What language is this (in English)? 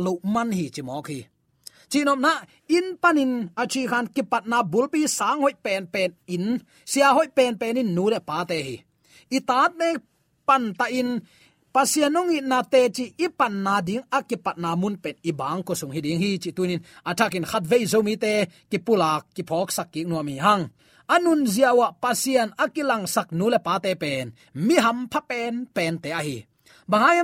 Tedim Chin